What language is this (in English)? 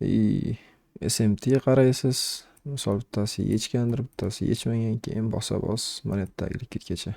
Uzbek